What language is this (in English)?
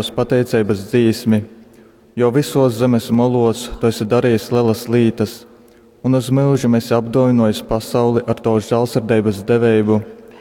Latgalian